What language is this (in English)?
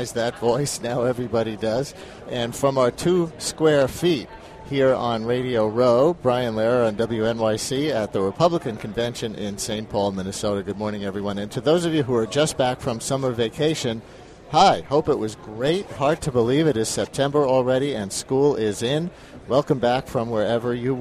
English